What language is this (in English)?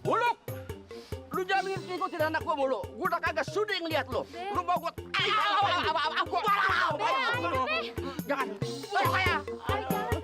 Betawi